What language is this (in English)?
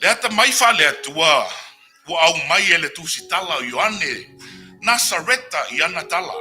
Samoan